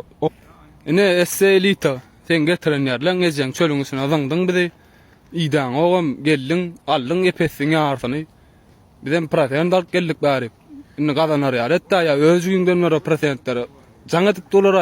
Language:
Turkmen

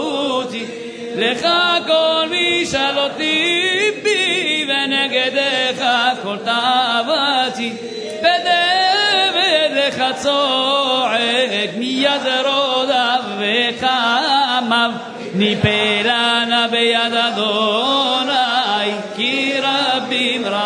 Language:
Hebrew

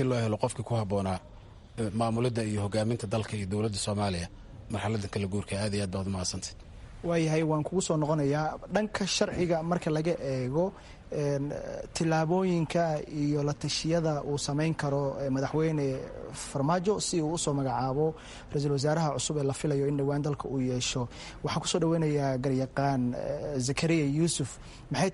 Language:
Somali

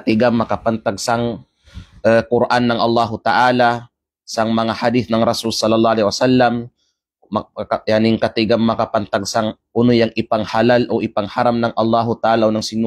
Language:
Kalagan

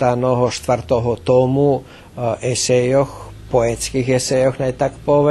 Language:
Rusyn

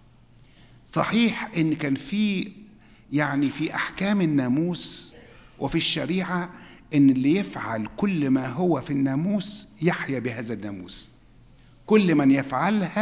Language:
Egyptian Arabic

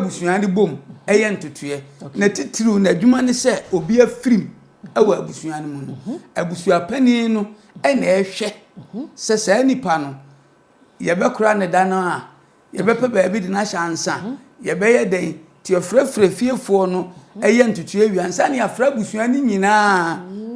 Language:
Akan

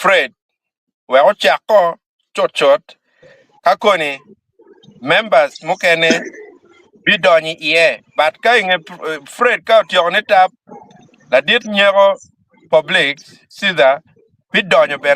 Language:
Acoli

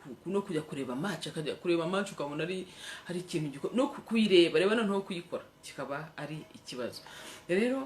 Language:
Kinyarwanda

